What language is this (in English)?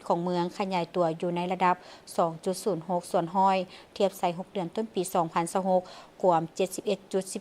Lao